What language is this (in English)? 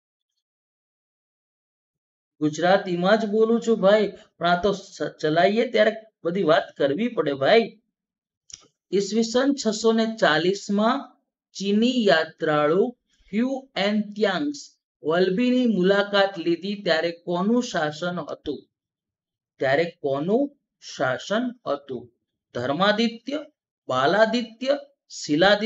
Gujarati